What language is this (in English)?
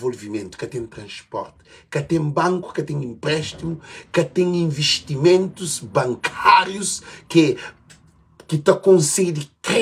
Kabuverdianu